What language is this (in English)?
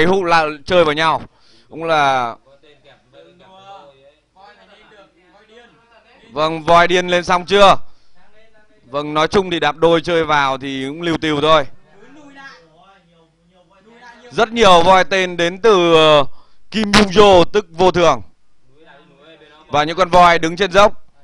Vietnamese